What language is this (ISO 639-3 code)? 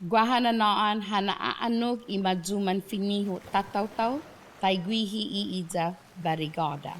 cha